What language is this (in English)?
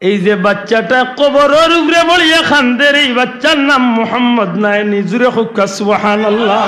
Sylheti